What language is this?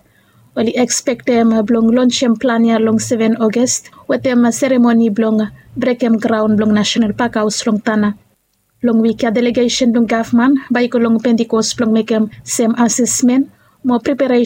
Bislama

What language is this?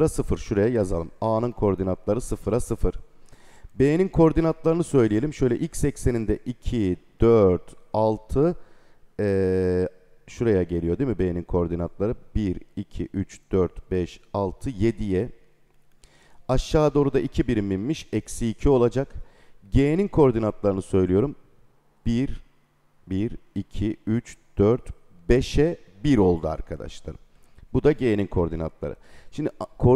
Turkish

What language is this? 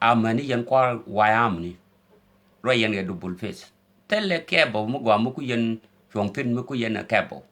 Nuer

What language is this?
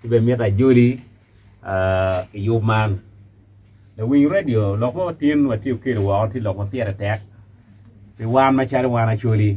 Acoli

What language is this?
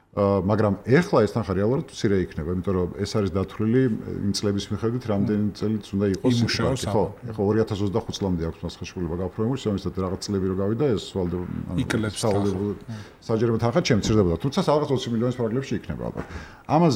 Georgian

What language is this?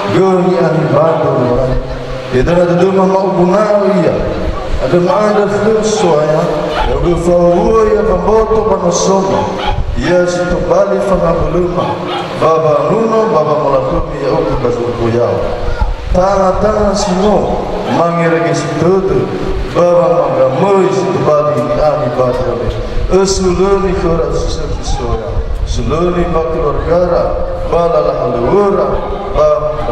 Nias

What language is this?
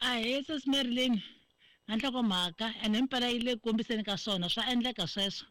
Tsonga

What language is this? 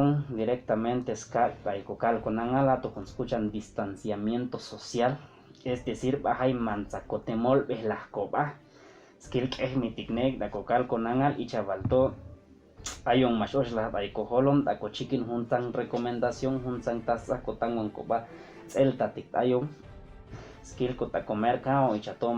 Chuj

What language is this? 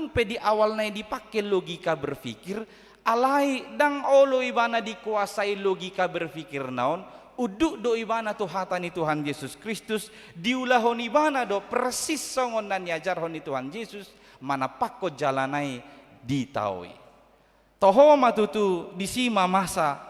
Batak Toba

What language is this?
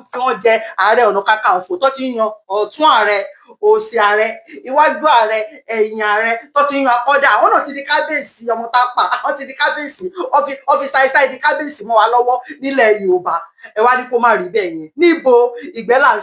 Yoruba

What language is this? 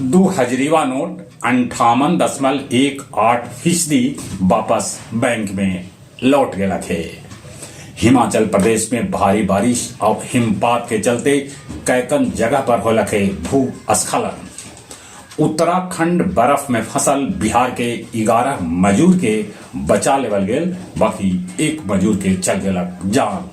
Magahi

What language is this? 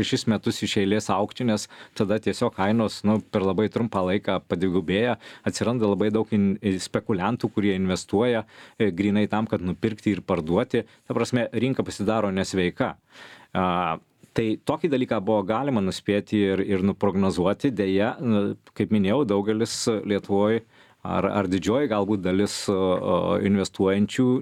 Lithuanian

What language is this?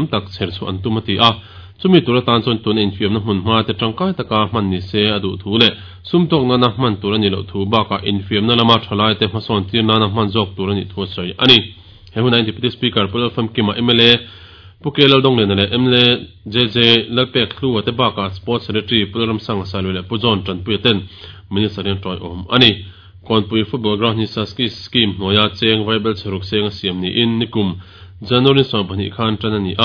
Mizo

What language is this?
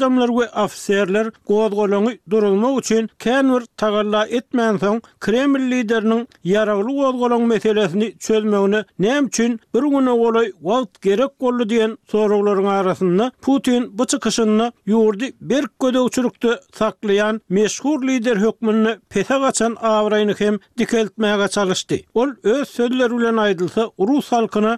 Turkmen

